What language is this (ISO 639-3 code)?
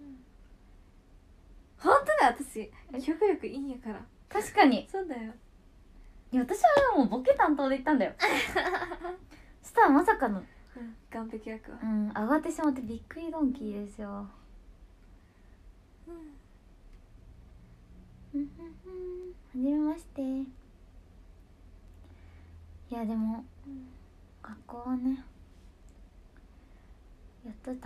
jpn